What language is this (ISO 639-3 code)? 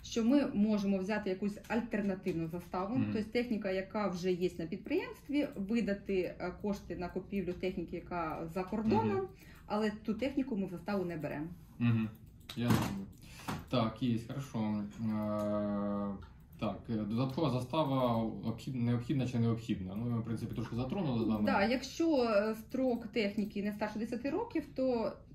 ukr